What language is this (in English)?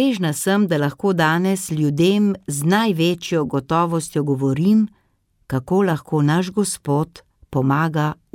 Slovenian